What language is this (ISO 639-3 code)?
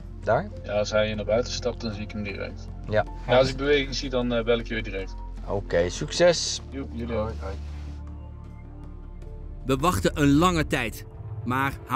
nld